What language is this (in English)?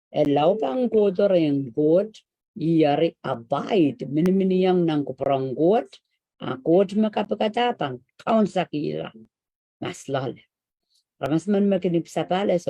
Pohnpeian